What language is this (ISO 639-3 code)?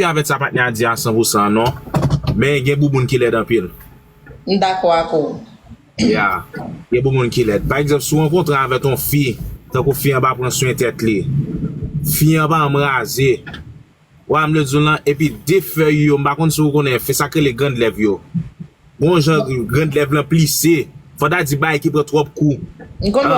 hat